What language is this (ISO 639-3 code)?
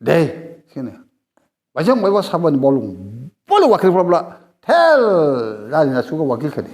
dis